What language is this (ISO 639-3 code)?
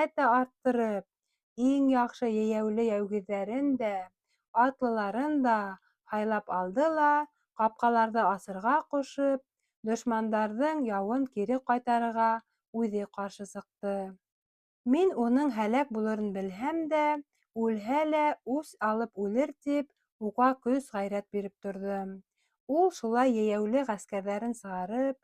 bak